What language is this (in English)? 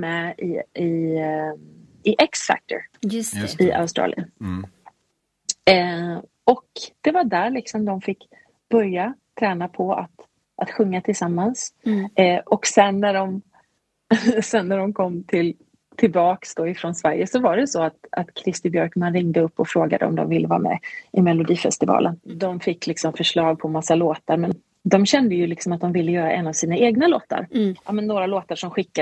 Swedish